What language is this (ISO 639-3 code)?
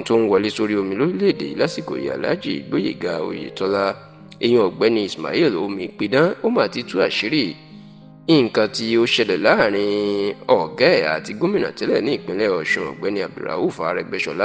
yor